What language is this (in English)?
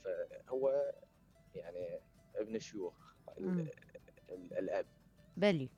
Mesopotamian Arabic